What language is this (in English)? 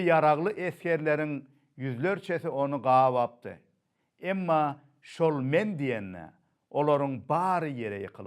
Turkmen